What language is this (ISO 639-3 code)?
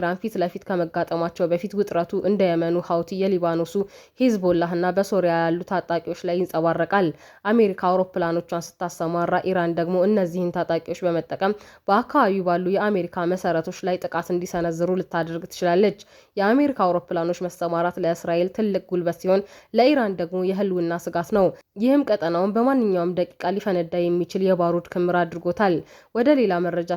amh